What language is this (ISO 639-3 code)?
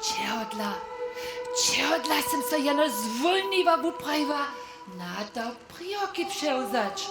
hsb